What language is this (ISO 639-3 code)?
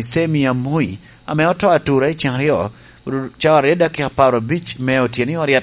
laj